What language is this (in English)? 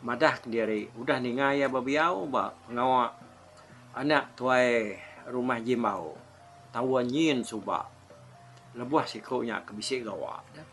Iban